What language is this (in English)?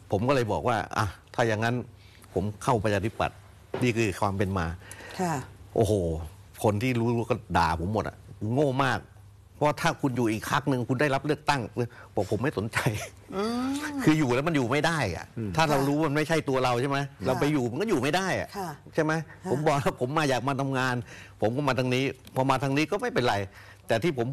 Thai